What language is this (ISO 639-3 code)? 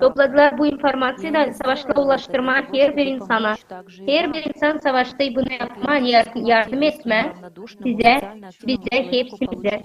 gag